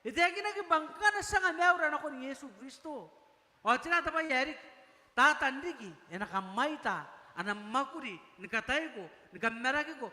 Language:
Gilbertese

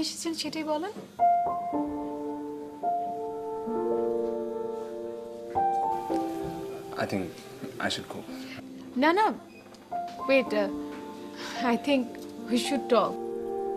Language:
Bangla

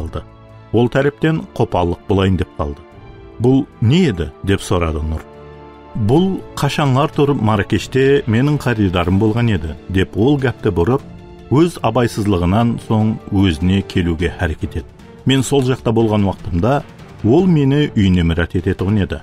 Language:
Kara-Kalpak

